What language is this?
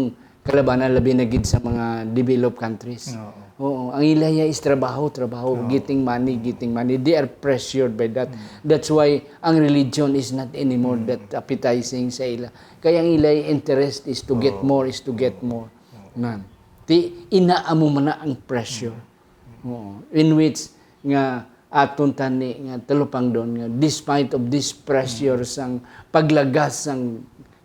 Hiligaynon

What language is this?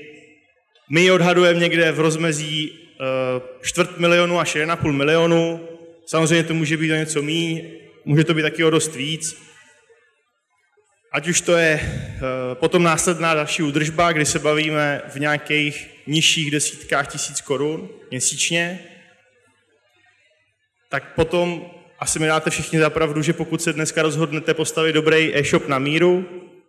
Czech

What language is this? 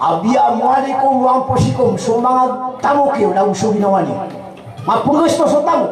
Maranao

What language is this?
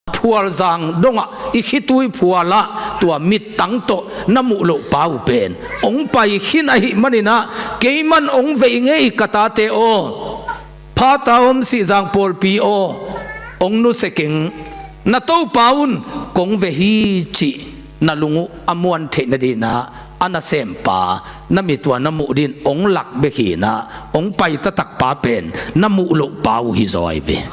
Tedim Chin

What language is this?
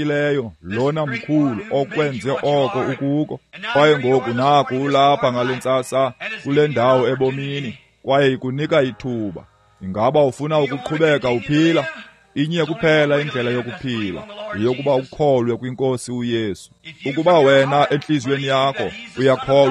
Xhosa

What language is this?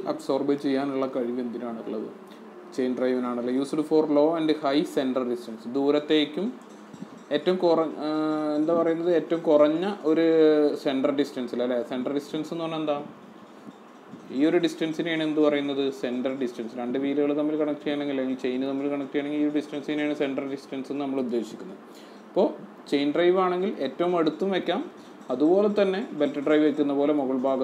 Malayalam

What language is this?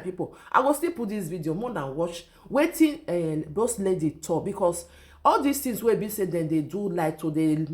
Nigerian Pidgin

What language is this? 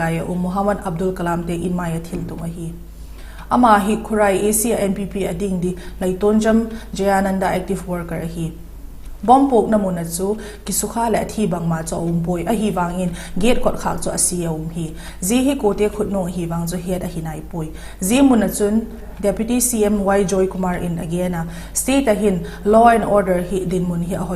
Vaiphei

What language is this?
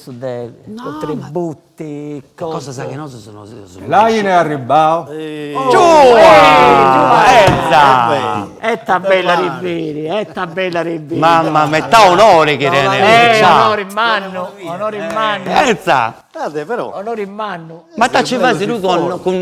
Sardinian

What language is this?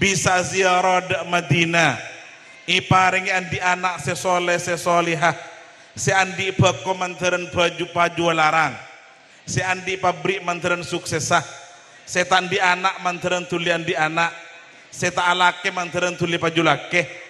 Madurese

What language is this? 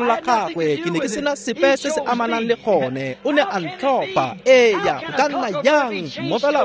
Tswana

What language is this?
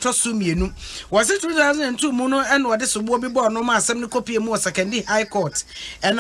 Akan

